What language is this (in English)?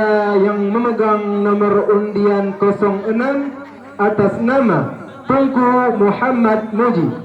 Achinese